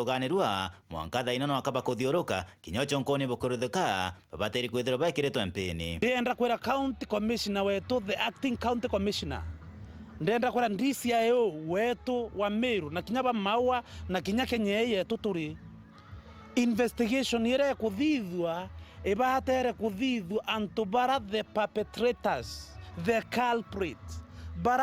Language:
Meru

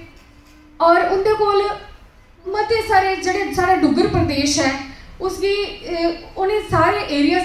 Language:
Dogri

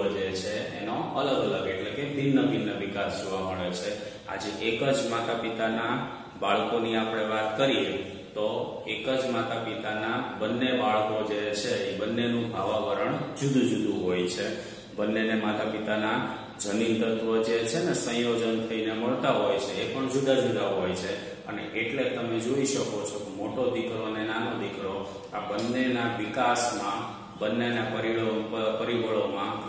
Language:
Gujarati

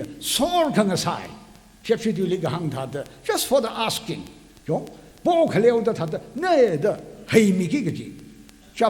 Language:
Tangkhul Naga (India)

